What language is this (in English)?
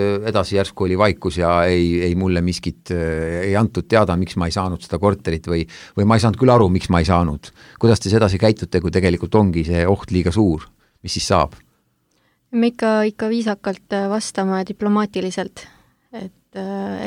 Estonian